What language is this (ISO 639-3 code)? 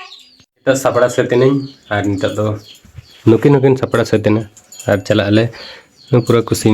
sat